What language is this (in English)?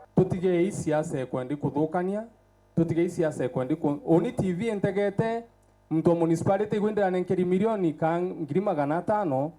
Meru